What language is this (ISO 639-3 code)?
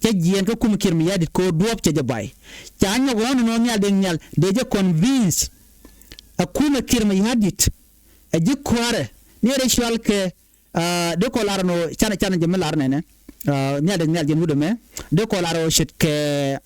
nus